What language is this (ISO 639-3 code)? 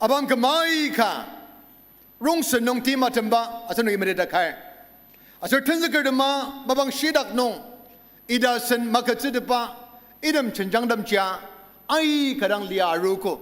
njo